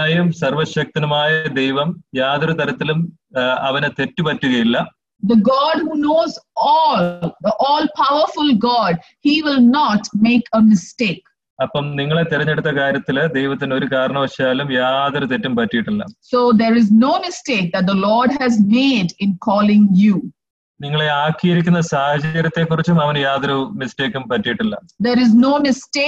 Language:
Malayalam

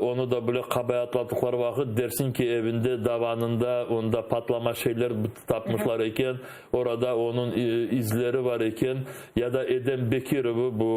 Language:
Crimean Tatar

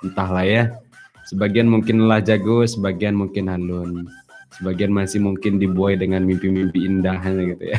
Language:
Minangkabau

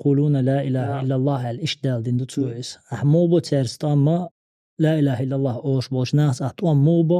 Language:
Chechen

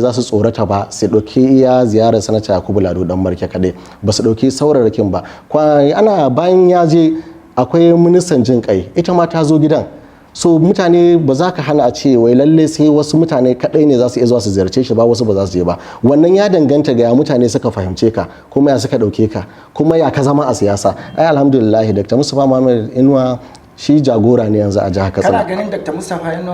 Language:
Hausa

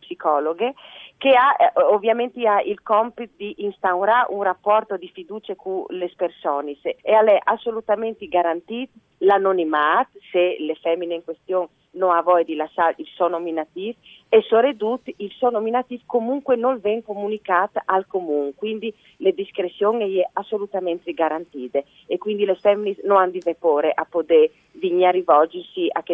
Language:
Friulian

